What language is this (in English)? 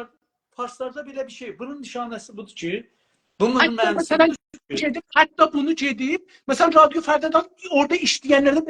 South Azerbaijani